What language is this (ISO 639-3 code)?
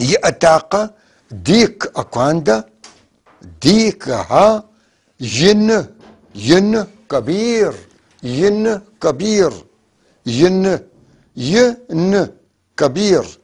apc